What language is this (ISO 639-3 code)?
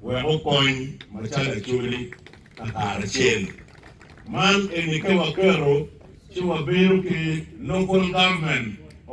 ach